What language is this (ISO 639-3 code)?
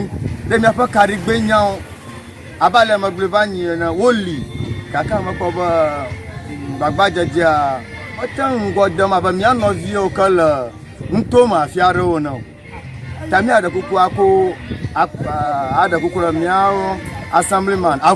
ewe